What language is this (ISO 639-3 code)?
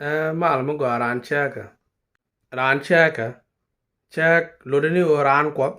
nus